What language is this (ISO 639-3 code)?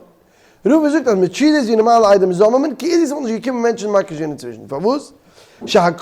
yid